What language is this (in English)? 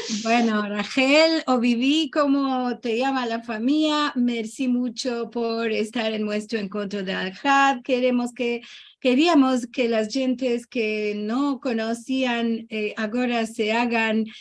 Ladino